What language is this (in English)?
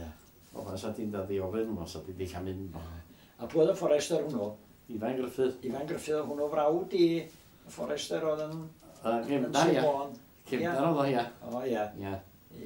Welsh